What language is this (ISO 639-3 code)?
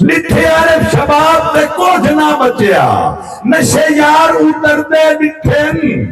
skr